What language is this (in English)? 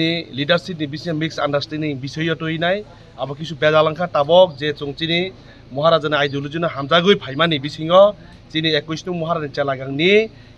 Kok Borok